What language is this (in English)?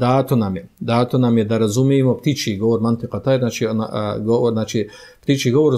Bosnian